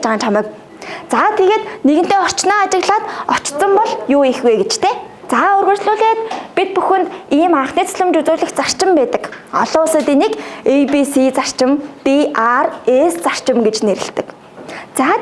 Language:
Mongolian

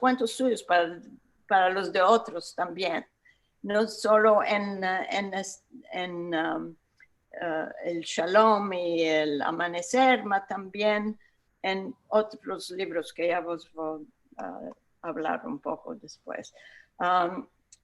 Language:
Ladino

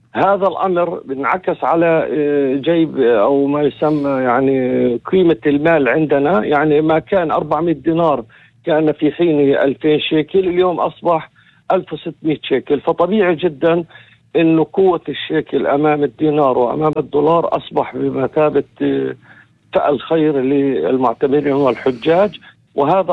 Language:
North Levantine Arabic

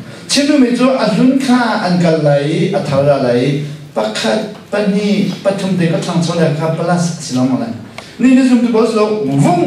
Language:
Hakha Chin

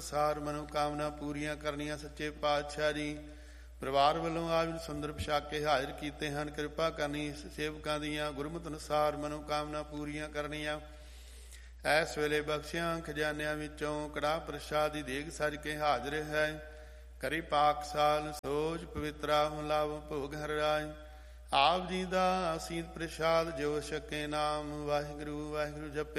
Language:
Punjabi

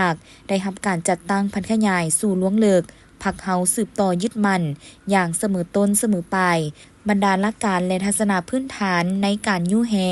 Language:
Lao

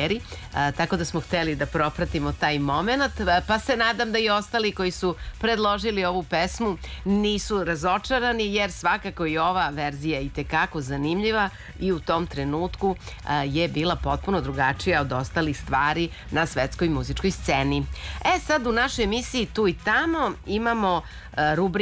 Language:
Serbian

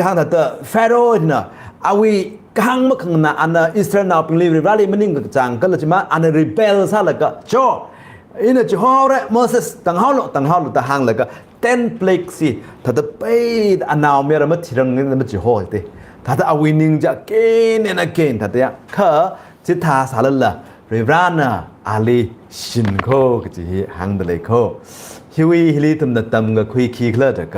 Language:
Tangkhul Naga (India)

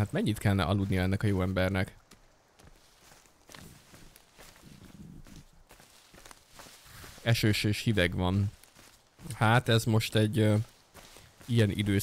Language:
Hungarian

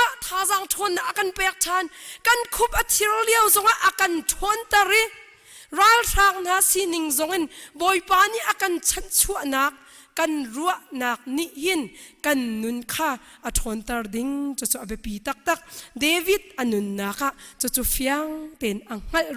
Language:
Hakha Chin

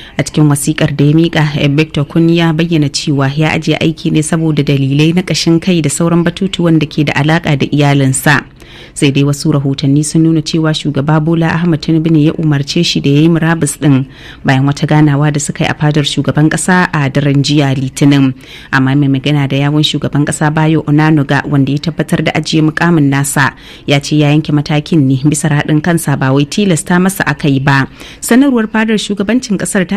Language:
Hausa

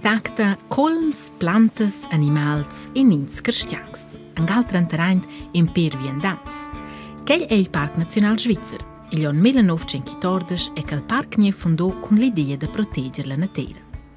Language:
Romansh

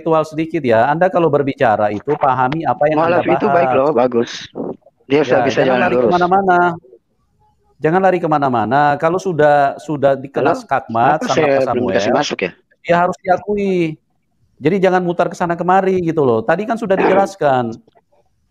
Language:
Indonesian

